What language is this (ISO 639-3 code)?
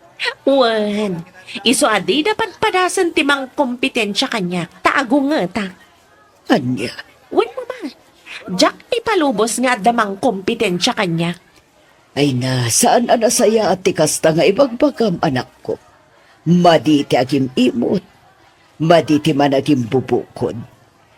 ilo